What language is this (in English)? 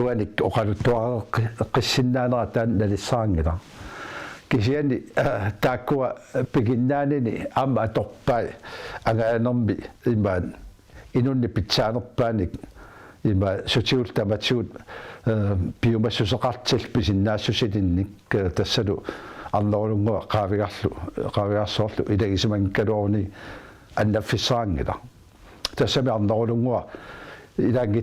Kalaallisut